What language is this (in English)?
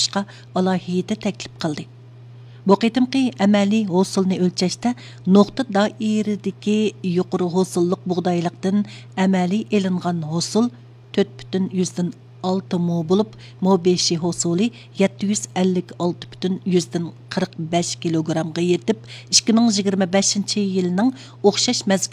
Uyghur